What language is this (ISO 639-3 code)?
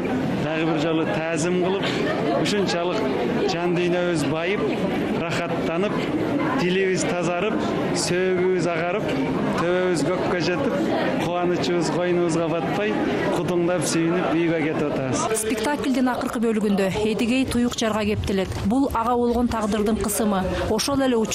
kir